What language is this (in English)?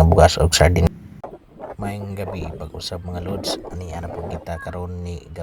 Cebuano